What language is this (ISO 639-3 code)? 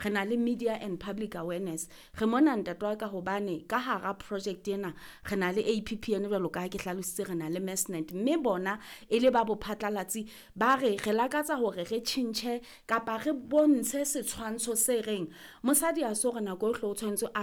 sot